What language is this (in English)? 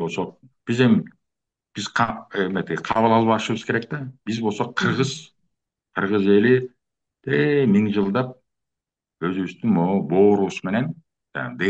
Kyrgyz